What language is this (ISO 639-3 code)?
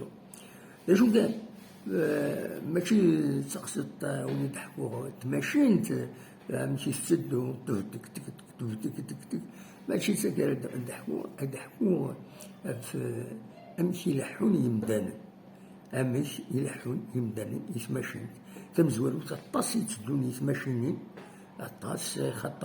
kab